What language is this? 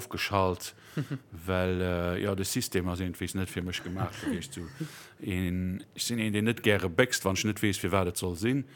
Luxembourgish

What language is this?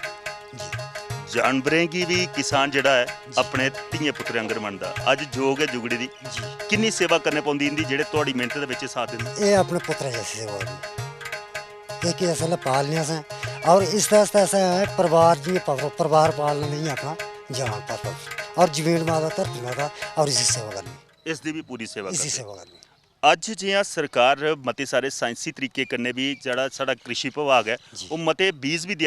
Dogri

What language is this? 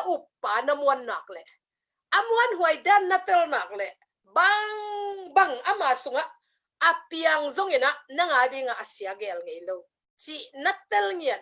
Tedim Chin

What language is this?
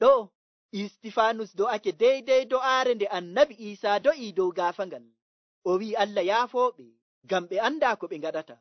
Nigerian Fulfulde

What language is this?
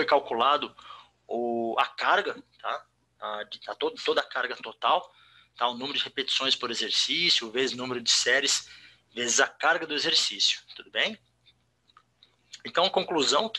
Portuguese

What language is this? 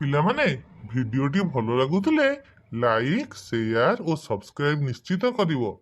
Odia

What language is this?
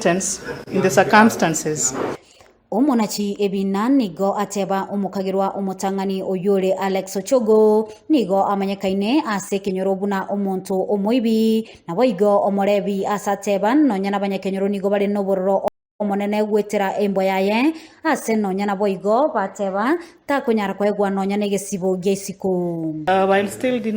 Gusii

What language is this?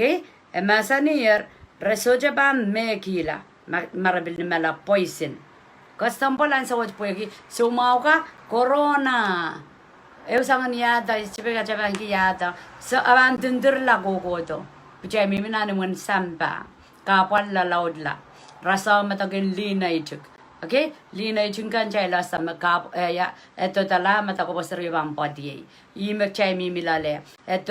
Pohnpeian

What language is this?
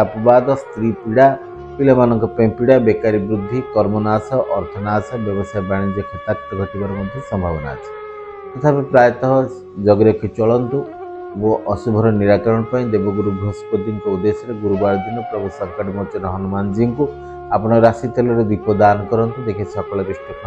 Odia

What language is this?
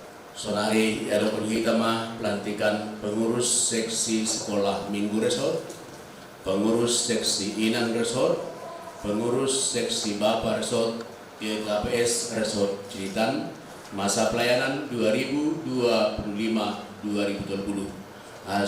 Batak Simalungun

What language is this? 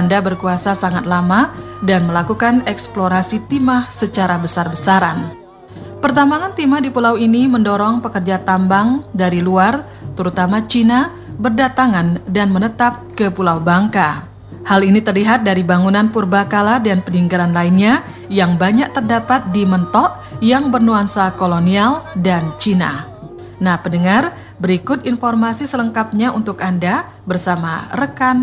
Indonesian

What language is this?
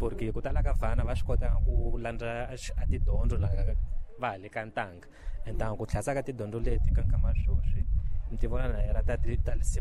Tsonga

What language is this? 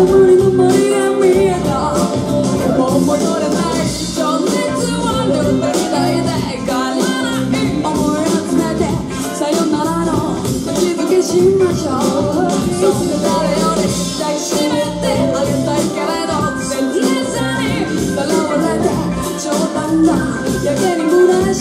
Japanese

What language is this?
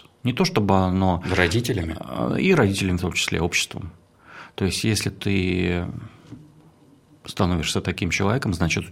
Russian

